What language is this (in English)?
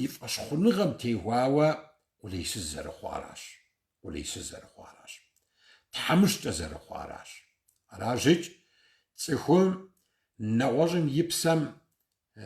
Kabardian